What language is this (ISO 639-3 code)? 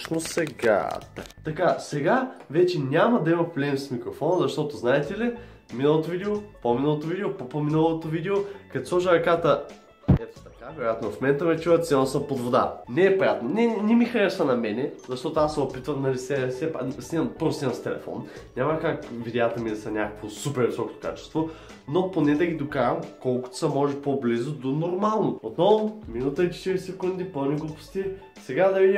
bul